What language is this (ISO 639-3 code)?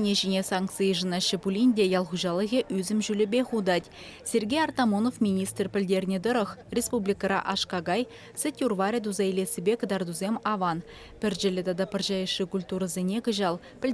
chv